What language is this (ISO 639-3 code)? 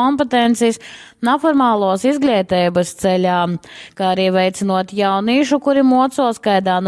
ltg